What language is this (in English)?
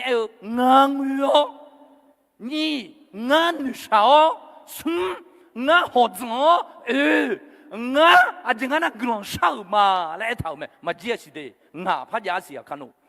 Akha